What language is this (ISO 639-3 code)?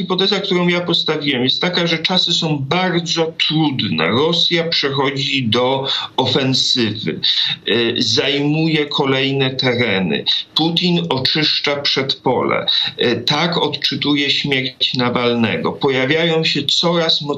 pol